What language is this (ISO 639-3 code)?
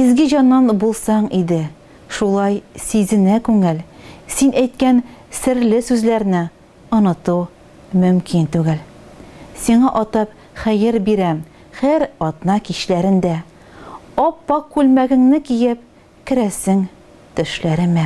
tat